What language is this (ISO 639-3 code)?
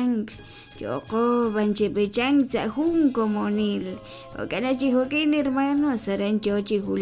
kek